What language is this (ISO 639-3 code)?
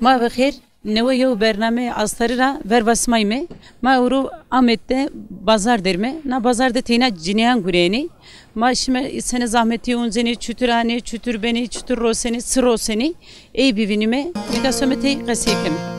zza